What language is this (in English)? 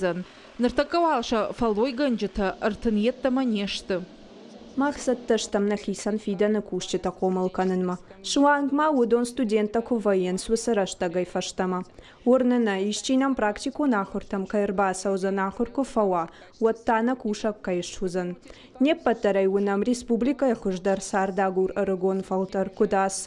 Ossetic